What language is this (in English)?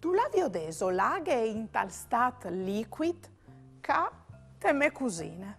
Friulian